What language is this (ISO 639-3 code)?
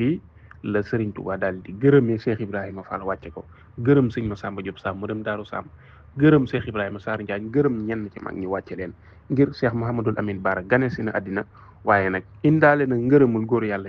wol